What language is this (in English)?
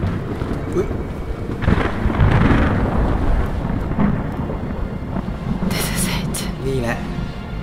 Thai